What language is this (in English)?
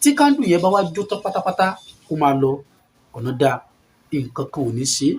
Yoruba